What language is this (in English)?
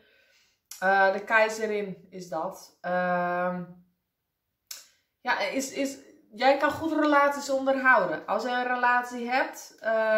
Dutch